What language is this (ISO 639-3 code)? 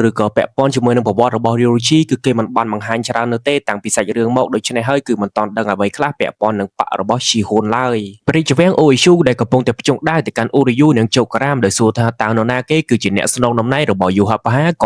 khm